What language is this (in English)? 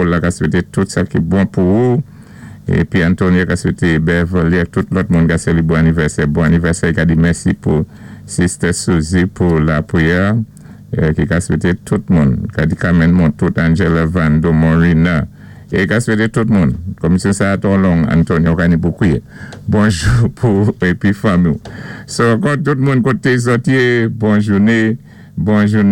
Saint Lucian Creole French